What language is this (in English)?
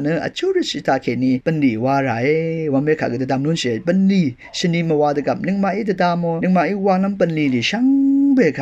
Rawang